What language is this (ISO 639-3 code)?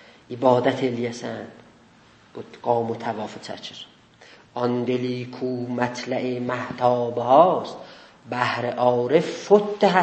azb